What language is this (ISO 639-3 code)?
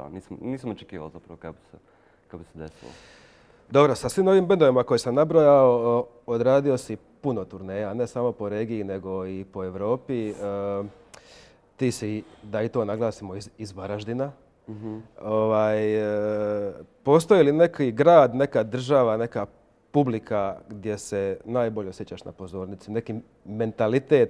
hrv